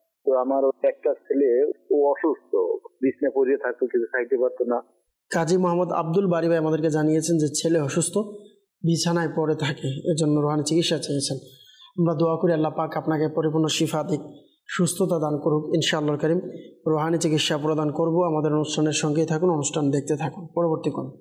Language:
Bangla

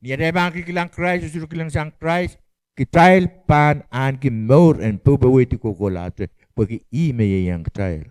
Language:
Pohnpeian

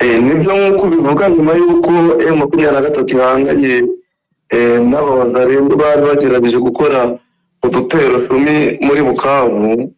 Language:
Kinyarwanda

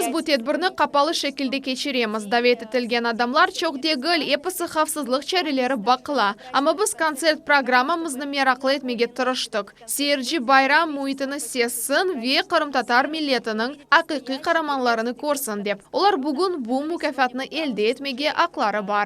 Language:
Crimean Tatar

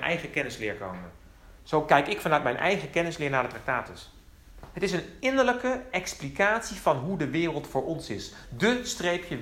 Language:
Dutch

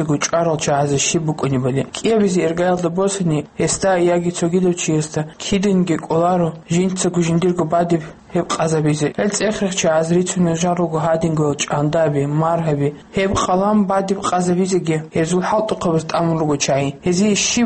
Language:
Avaric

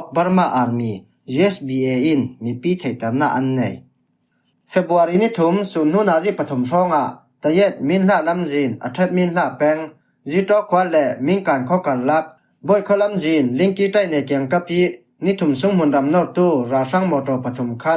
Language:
Falam Chin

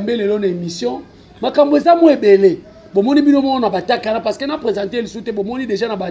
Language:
Lingala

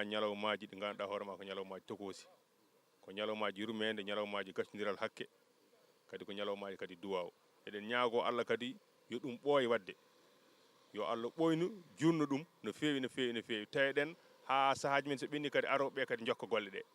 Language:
Fula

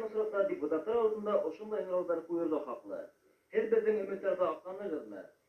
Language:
Bashkir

